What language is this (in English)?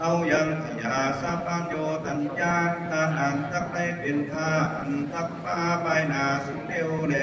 Lü